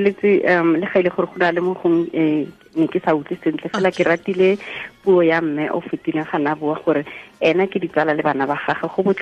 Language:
Tswana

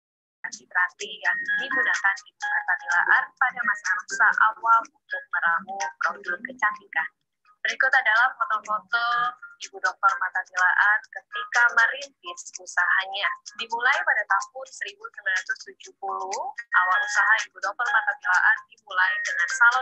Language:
Indonesian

